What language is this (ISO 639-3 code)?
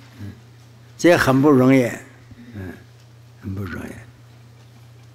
zho